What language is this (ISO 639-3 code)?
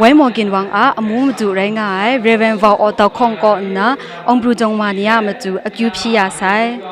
kac